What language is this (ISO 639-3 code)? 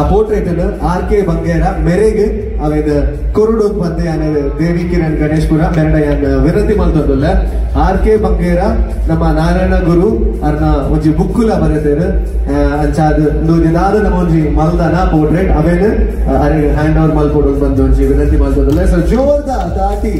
tcy